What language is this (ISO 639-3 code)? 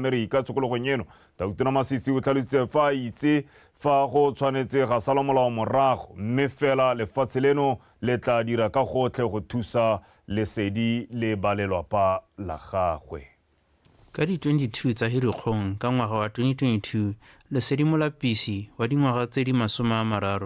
tsn